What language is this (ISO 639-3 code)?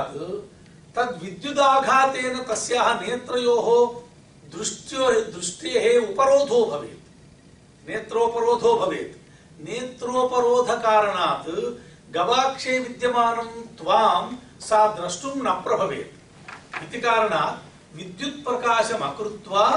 san